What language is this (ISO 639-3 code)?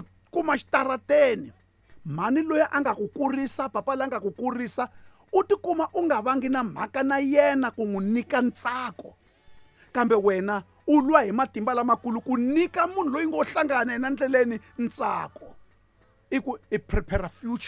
tso